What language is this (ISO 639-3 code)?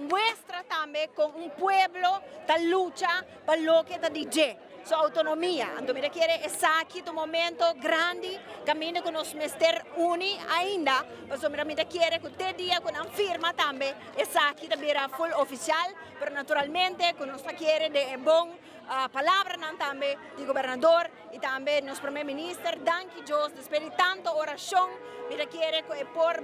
pap